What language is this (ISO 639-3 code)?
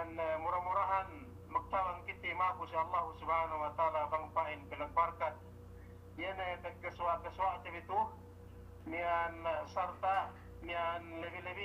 yka